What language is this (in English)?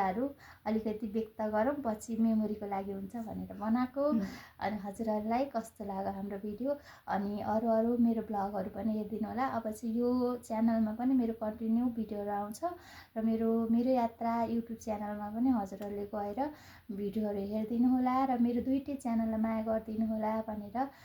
Nepali